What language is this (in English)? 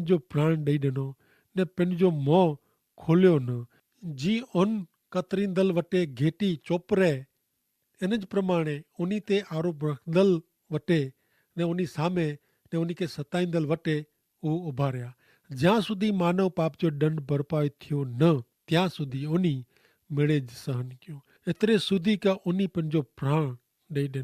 Kachhi